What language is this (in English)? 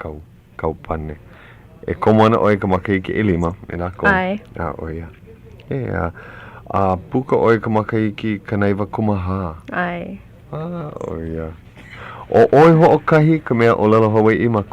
Hawaiian